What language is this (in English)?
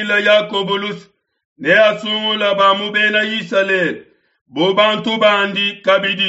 Luba-Lulua